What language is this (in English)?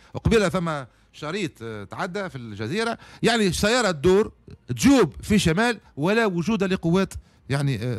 Tunisian Arabic